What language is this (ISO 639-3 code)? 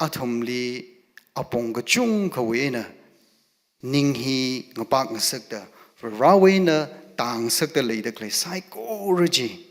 nmf